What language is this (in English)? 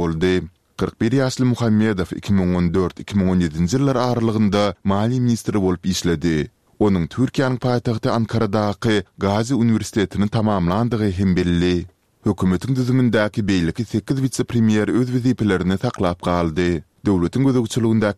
Turkmen